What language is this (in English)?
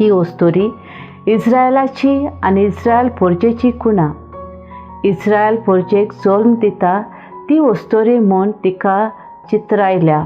Konkani